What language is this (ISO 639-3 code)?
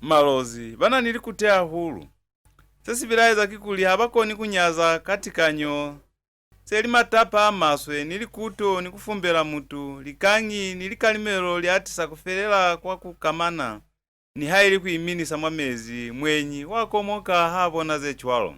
loz